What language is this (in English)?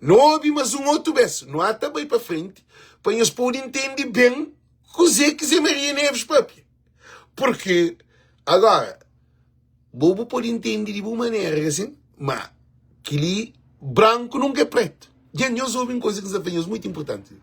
Kabuverdianu